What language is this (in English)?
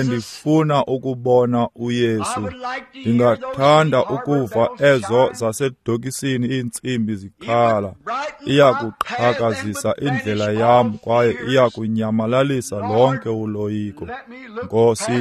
Xhosa